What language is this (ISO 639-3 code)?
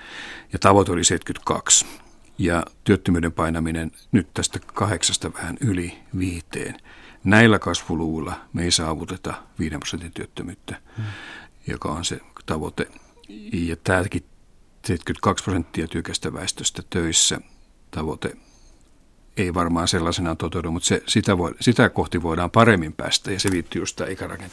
fin